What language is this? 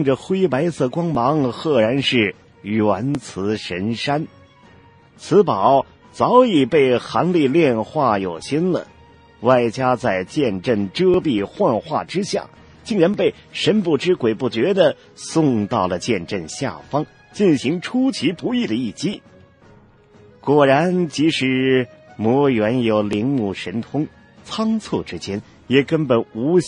Chinese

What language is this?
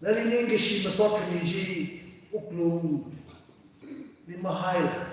Tangkhul Naga (India)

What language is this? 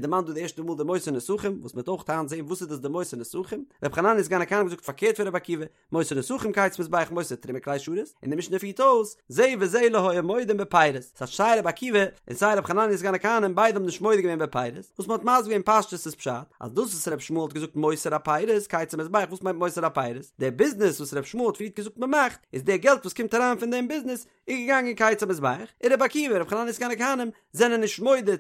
Yiddish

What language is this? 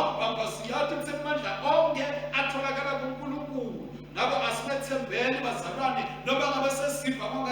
Swati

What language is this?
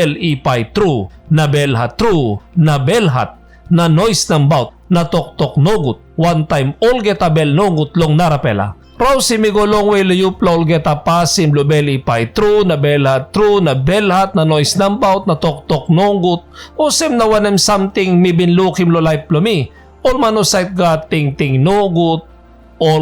Tok Pisin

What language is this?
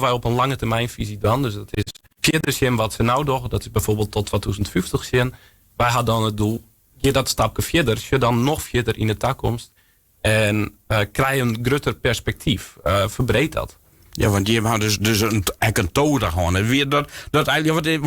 Western Frisian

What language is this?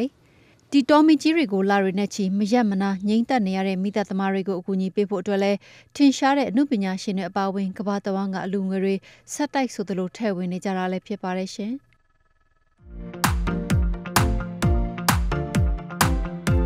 Burmese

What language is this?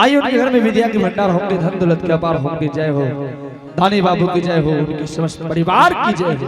Angika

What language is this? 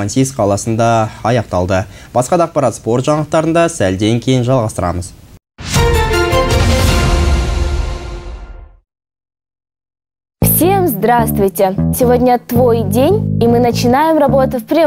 Kazakh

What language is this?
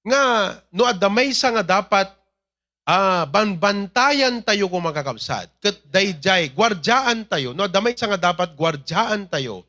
Iloko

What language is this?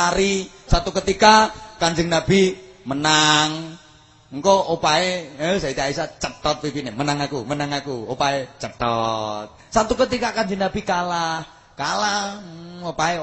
Javanese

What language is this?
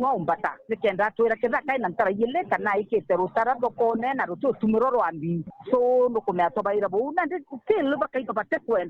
Meru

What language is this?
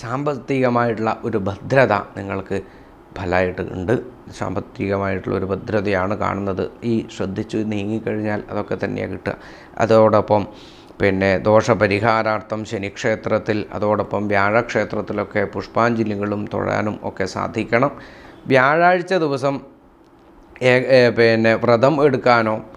Malayalam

